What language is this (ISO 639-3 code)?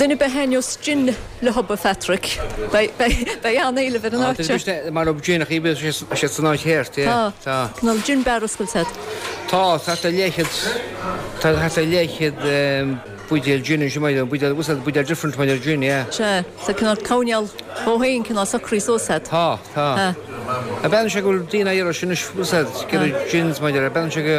gle